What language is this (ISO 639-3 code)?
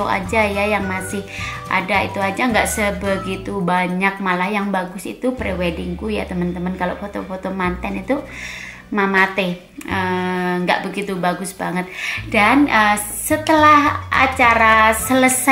ind